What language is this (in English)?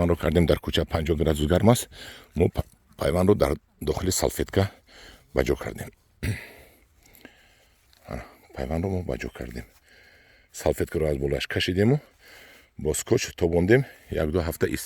Tajik